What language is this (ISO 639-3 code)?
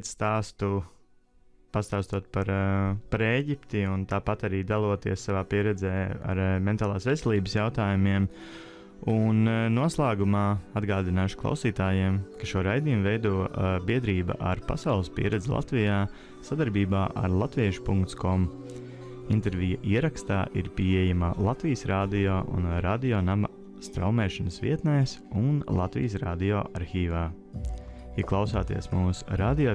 lav